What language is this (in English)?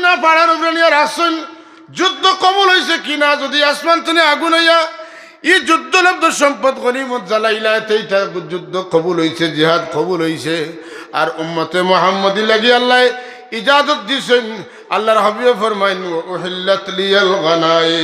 Sylheti